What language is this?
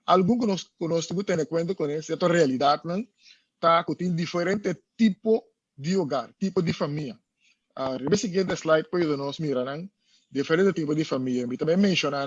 Papiamento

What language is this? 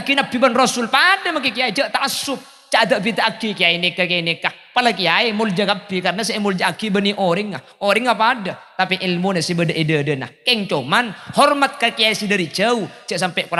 Madurese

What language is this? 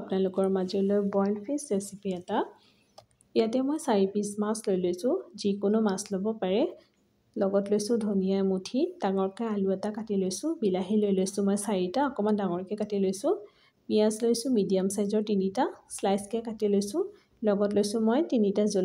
Assamese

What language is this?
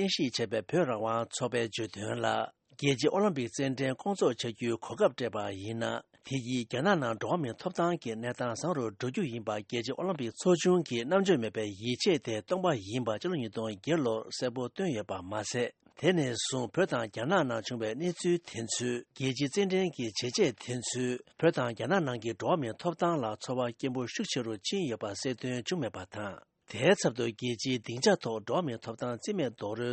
Tibetan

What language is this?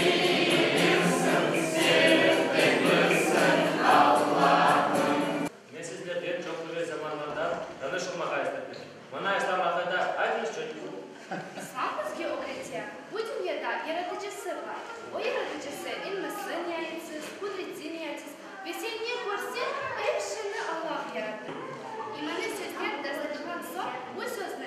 Crimean Tatar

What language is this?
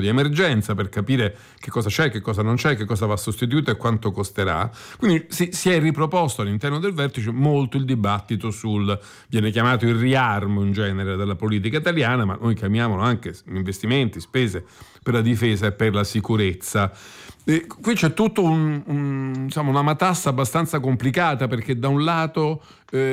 Italian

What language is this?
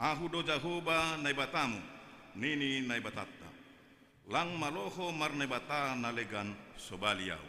Batak Simalungun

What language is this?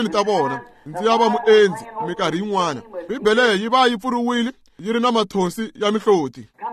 Tsonga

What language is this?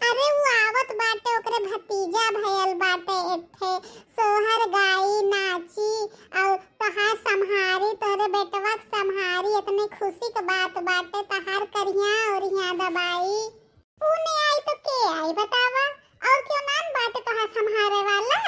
Bhojpuri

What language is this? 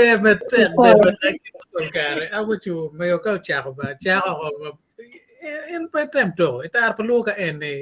Acoli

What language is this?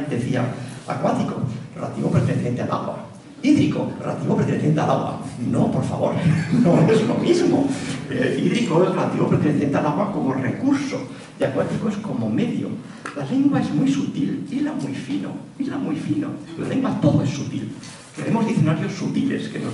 Spanish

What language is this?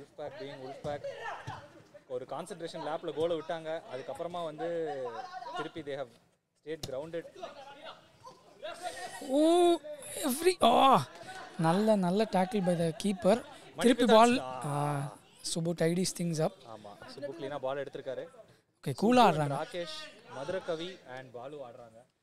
Tamil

